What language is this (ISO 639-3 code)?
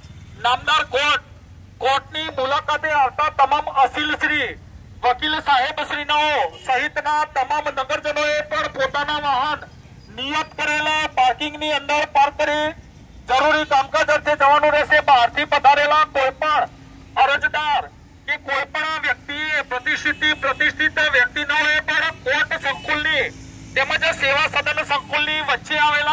guj